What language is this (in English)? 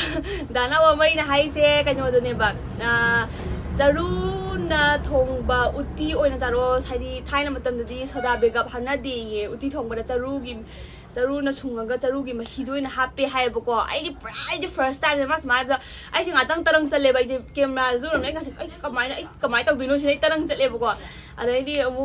Manipuri